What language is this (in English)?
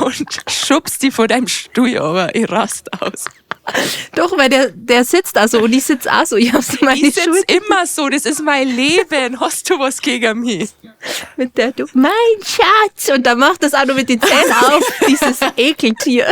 Bavarian